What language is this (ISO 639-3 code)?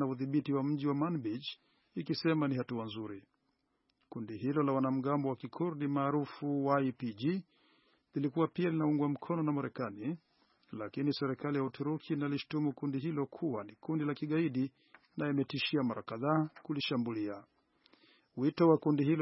swa